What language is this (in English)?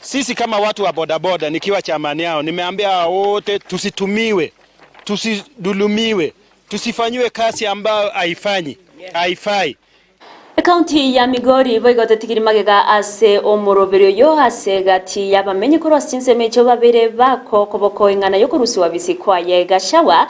Gusii